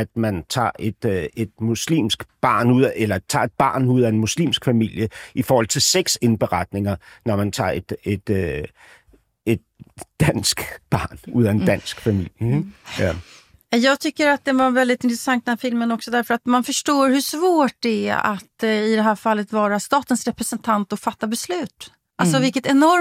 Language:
Danish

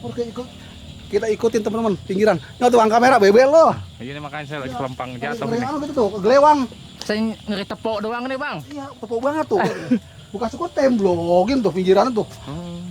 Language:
Betawi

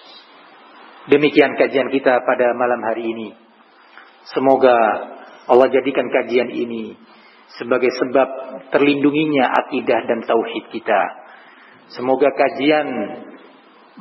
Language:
Indonesian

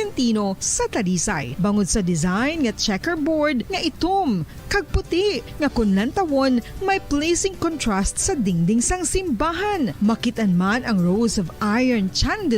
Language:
Hiligaynon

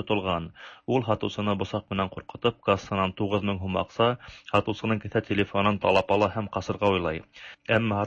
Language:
Tatar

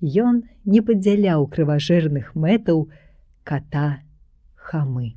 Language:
Belarusian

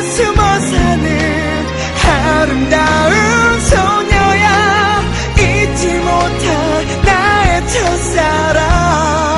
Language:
Korean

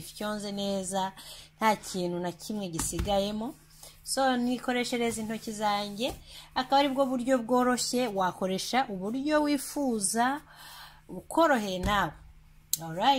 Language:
Kinyarwanda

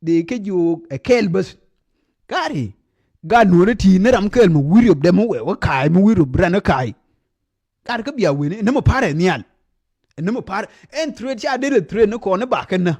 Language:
Nuer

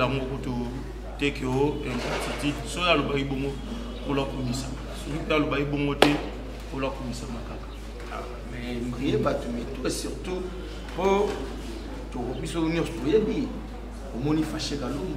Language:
Lingala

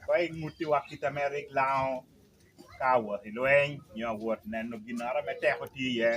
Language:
Lango (Uganda)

